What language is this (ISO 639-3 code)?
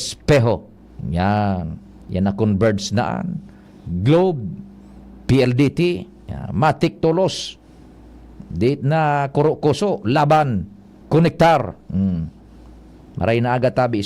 bik